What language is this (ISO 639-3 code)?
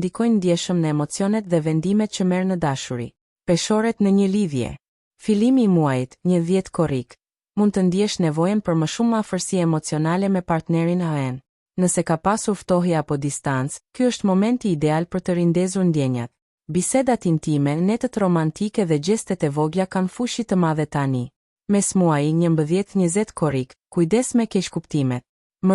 sqi